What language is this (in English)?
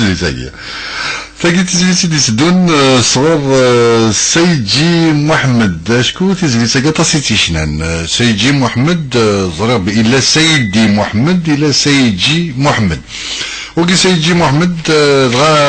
Kabyle